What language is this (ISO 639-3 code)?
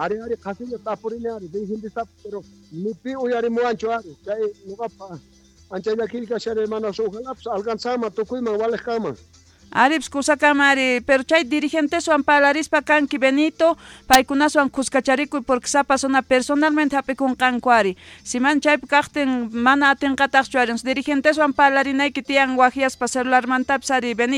quh